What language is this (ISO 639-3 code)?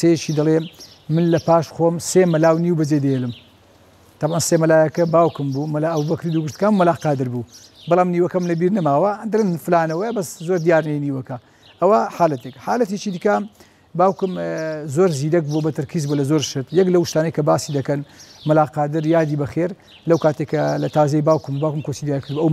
ckb